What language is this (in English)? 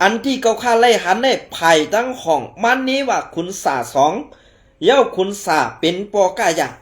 Shan